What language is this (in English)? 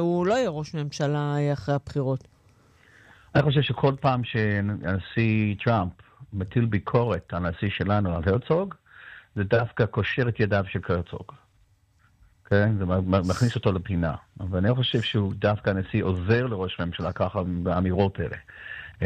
Hebrew